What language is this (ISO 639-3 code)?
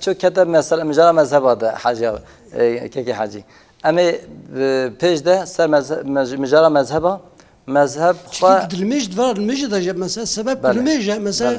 kur